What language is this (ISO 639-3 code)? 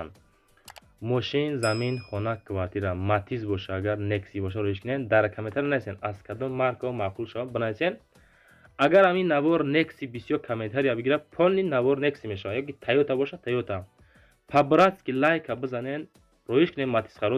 tgk